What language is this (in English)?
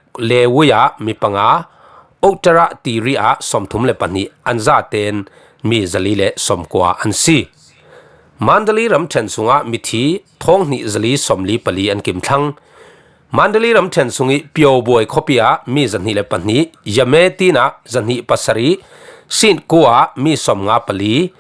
Falam Chin